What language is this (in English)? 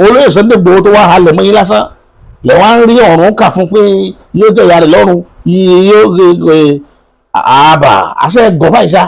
Yoruba